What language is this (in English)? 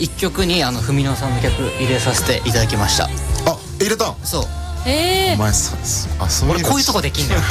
Japanese